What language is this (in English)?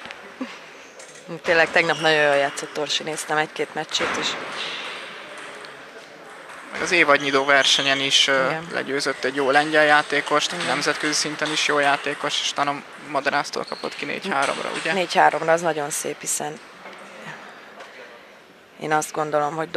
Hungarian